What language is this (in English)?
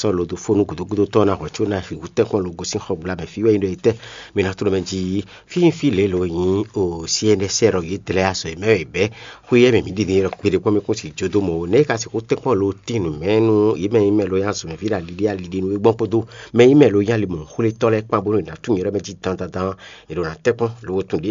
Fon